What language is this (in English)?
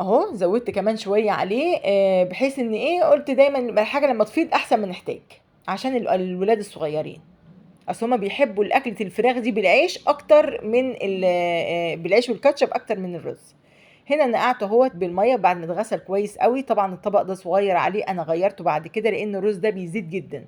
Egyptian Arabic